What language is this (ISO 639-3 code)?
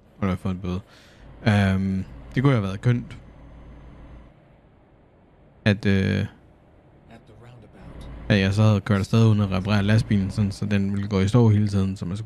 dan